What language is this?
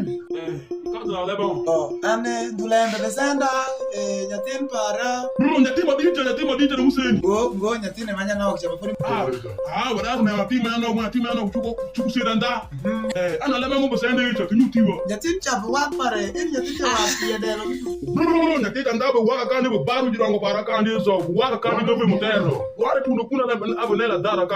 Alur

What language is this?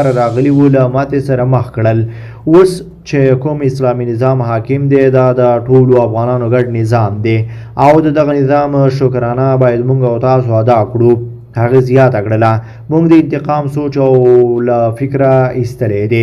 Pashto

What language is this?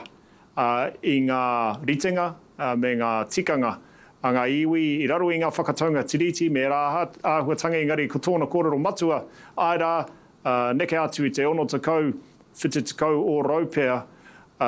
Māori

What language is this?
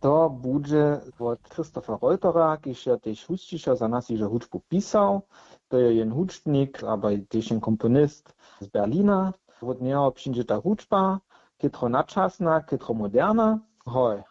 Upper Sorbian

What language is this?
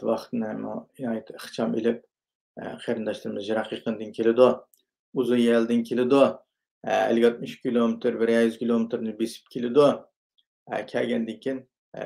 Uyghur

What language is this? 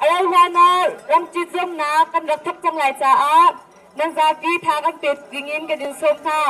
Hakha Chin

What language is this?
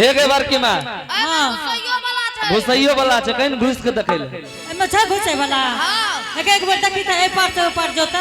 Angika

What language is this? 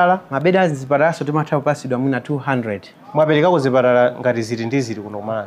Nyanja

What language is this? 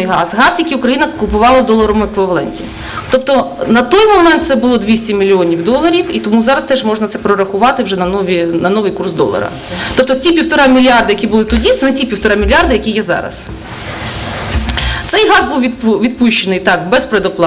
Ukrainian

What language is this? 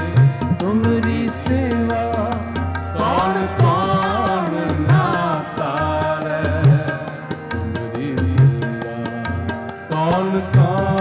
Punjabi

